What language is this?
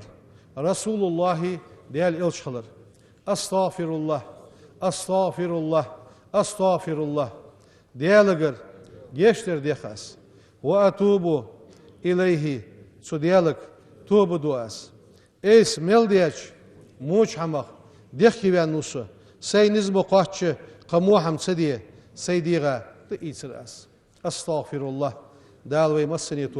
Ingush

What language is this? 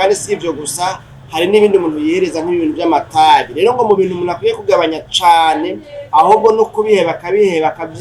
Rundi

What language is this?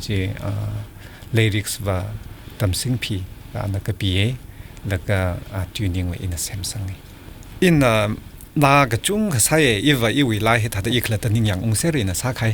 Tangkhul Naga (India)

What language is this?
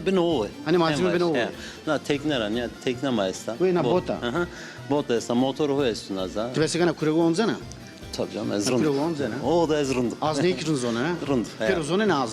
Zaza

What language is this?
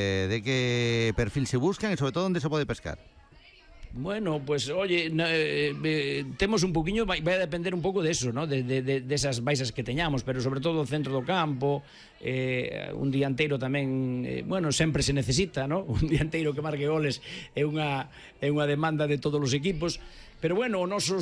Galician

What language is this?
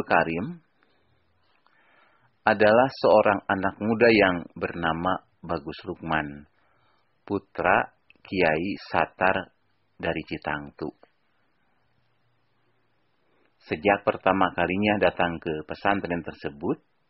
Indonesian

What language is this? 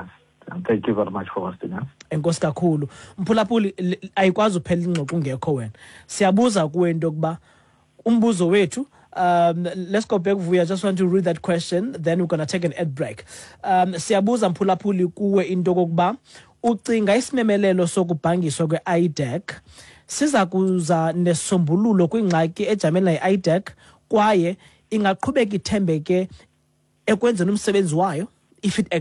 Xhosa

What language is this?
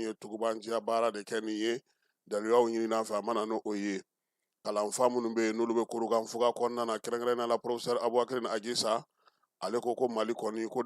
Bambara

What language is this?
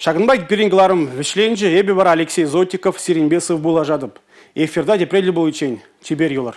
Chuvash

